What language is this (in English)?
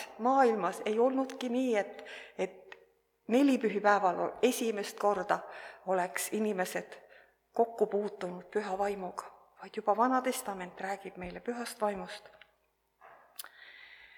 Estonian